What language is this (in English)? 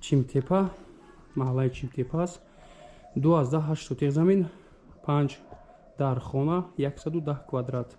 Tajik